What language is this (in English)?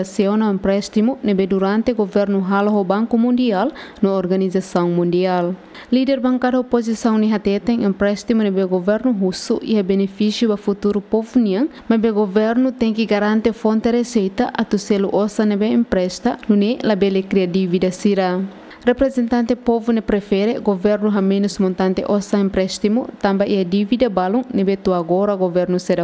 Tetum